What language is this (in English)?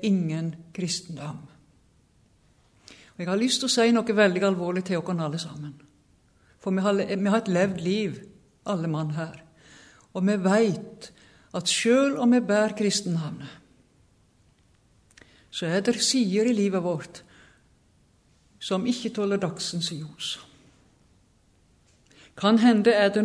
Norwegian